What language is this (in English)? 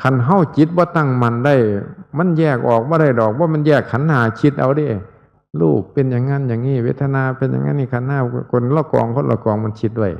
Northeastern Thai